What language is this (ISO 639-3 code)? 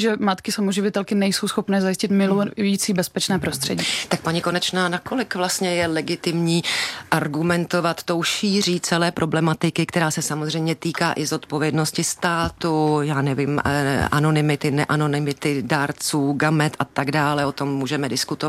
ces